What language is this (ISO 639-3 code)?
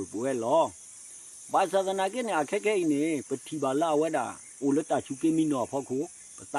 ksw